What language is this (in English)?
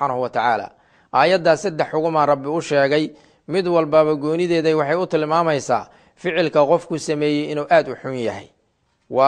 Somali